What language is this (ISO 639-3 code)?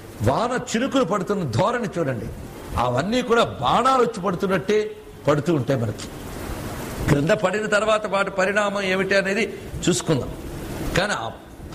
tel